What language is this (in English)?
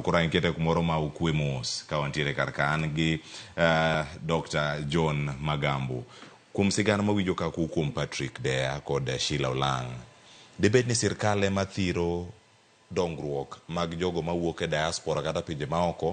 Luo (Kenya and Tanzania)